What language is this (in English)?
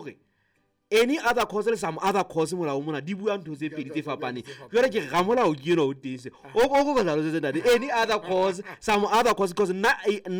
Southern Sotho